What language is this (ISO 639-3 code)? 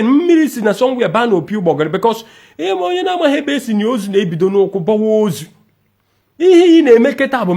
ibo